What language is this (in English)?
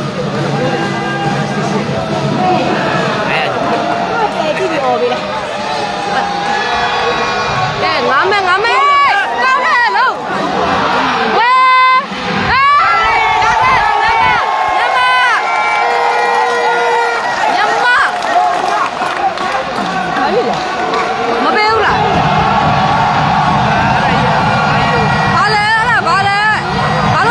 Burmese